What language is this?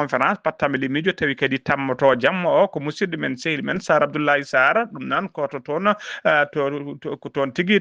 Fula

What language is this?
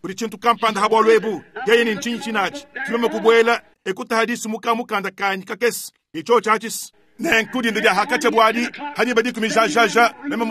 Luba-Lulua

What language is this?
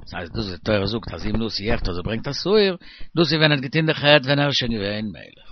Yiddish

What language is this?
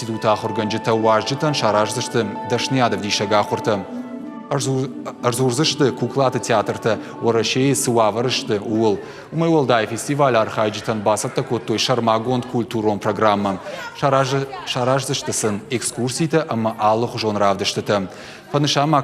Ossetic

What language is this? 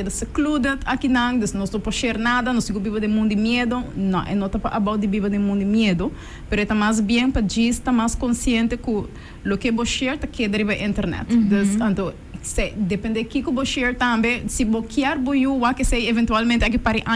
Papiamento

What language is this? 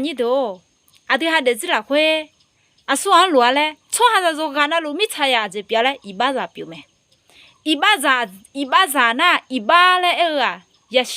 Akha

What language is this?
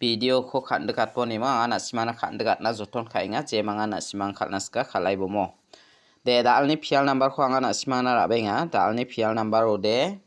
Garo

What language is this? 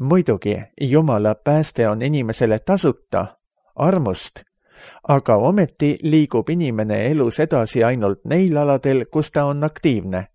Estonian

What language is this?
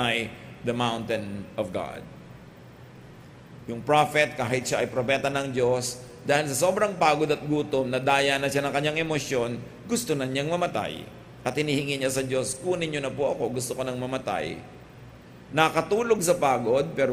Filipino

